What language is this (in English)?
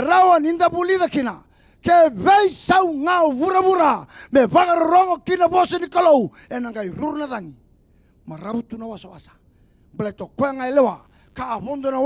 Fijian